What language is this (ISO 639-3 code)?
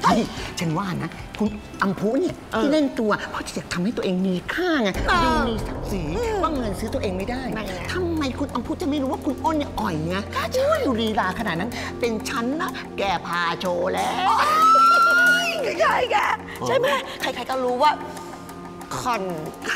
tha